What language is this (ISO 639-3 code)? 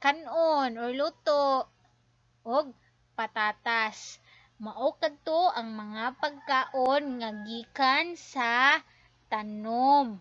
ceb